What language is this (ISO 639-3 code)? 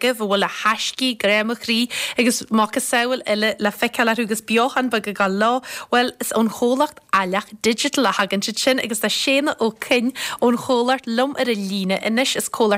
gle